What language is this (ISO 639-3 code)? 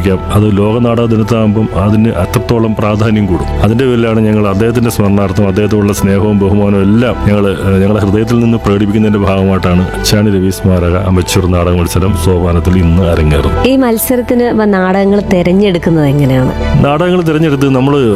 mal